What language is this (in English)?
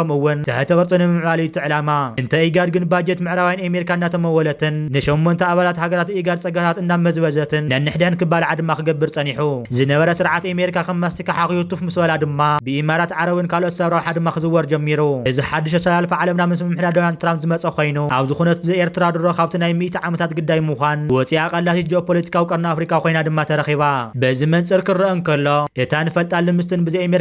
Tigrinya